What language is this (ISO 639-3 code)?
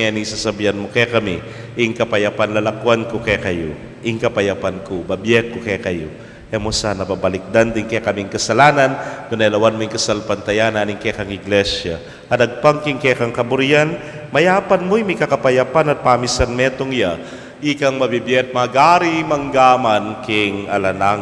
pam